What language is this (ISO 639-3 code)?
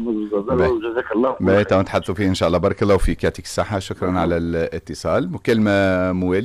aeb